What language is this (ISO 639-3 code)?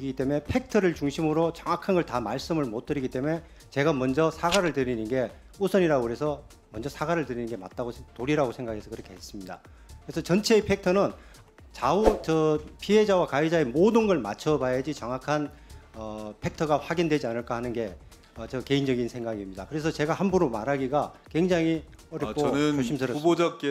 kor